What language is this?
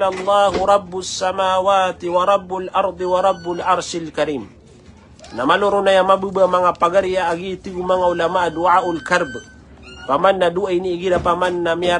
Maranao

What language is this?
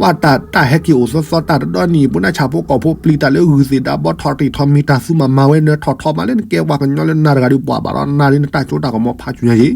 S'gaw Karen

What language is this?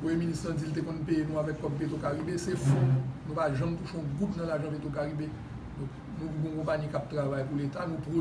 Haitian Creole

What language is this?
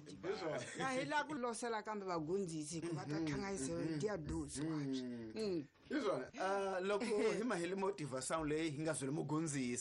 Tsonga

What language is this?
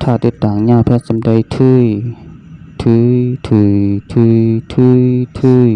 Shan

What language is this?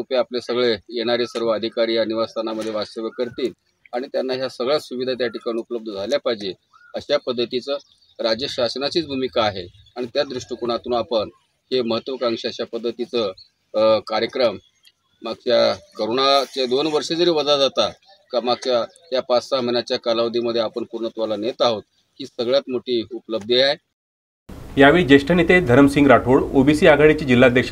Marathi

